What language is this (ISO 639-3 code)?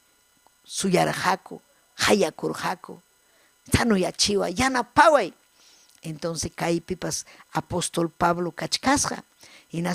quy